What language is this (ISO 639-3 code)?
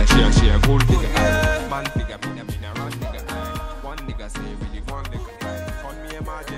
jam